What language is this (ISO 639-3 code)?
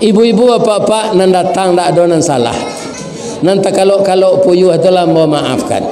min